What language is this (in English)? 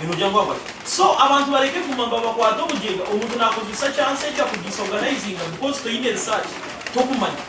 Nyankole